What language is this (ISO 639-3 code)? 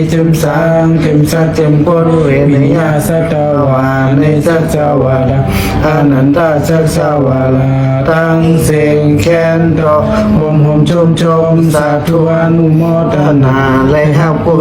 shn